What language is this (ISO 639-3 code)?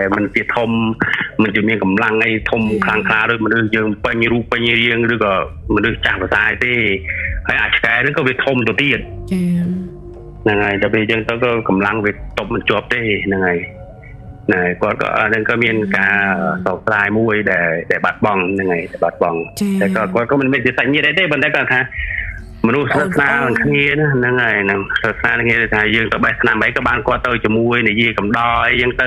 khm